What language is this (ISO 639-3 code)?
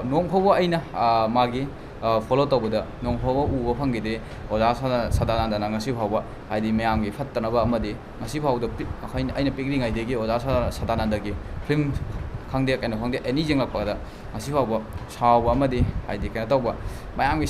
mni